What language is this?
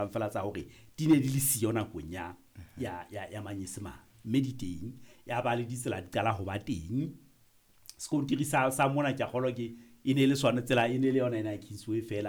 Southern Sotho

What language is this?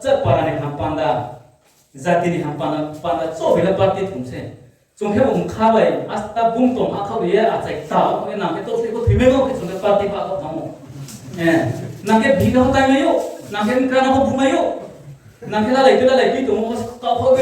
Riang (India)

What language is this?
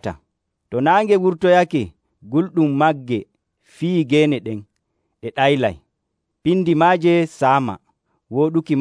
Nigerian Fulfulde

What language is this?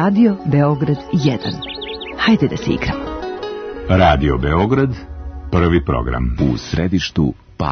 Serbian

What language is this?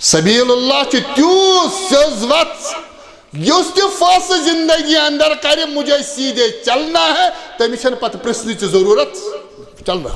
Kashmiri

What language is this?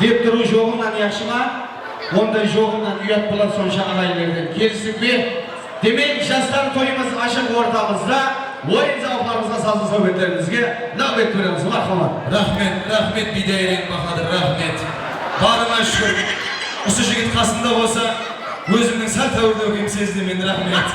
Kara-Kalpak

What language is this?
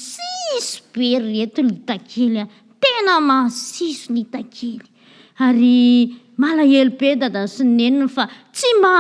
Malagasy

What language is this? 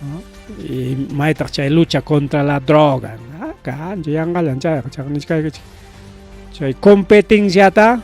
Ayacucho Quechua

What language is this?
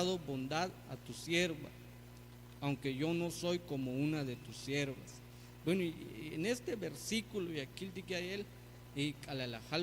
Tzeltal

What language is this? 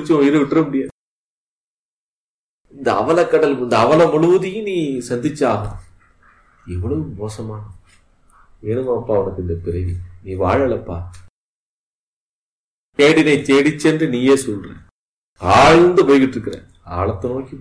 Tamil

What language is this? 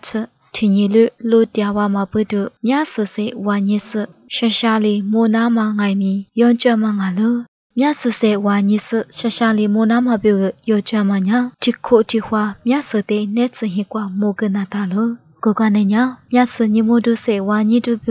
Lisu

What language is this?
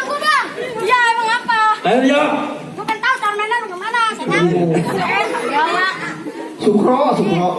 Betawi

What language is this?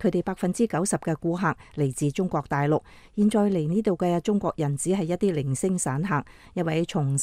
Cantonese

